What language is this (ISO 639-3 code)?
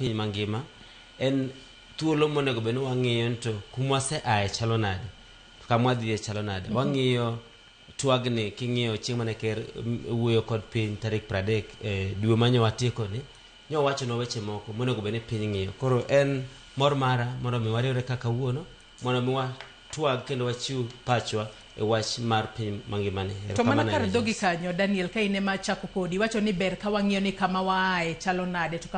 luo